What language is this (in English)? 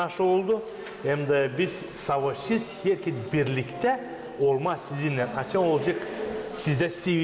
Gagauz